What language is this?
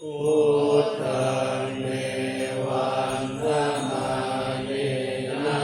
Pali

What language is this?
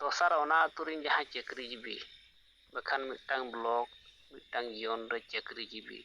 Santali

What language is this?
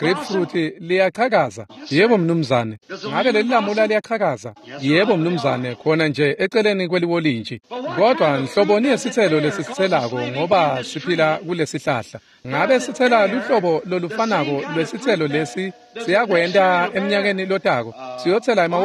Swati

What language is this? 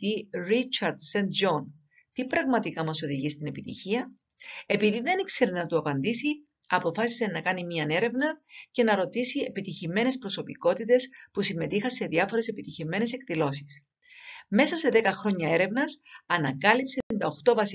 Greek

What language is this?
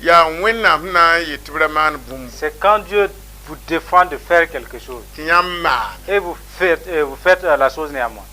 Mossi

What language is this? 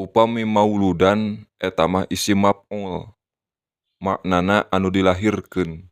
Sundanese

